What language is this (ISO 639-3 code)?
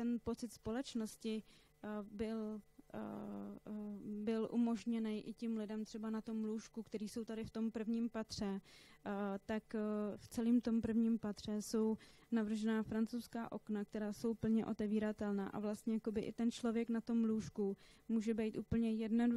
ces